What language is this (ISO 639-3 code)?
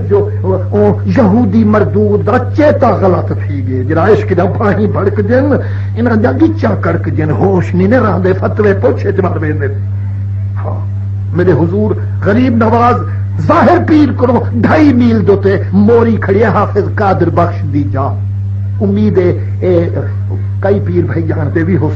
skr